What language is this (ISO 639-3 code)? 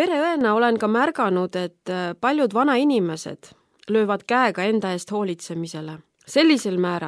est